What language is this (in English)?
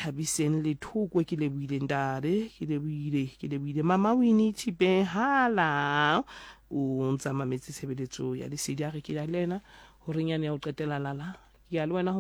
Southern Sotho